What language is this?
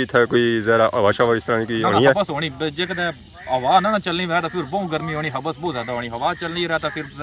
Pahari-Potwari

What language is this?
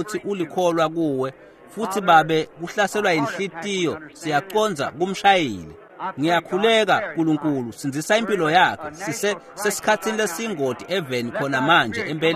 Swati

